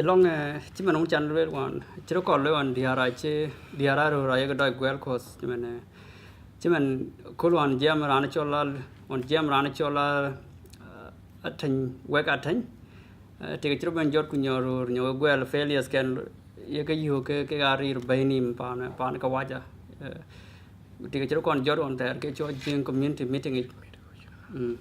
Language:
Dinka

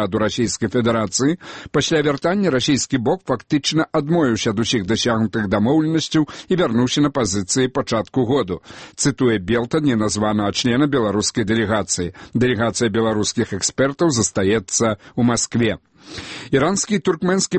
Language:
Belarusian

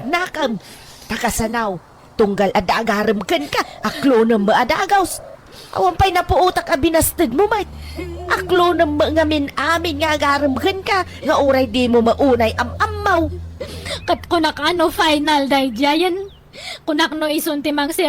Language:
Iloko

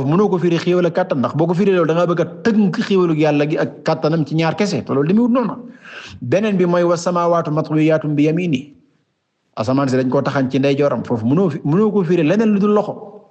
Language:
Wolof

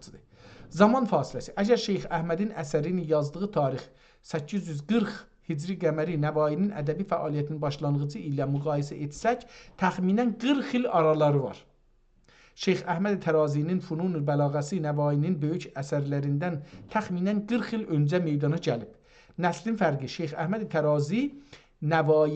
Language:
South Azerbaijani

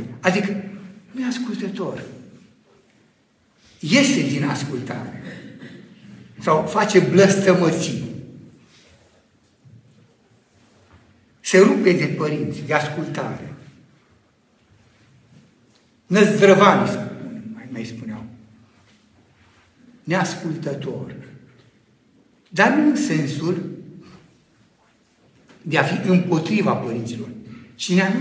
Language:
Romanian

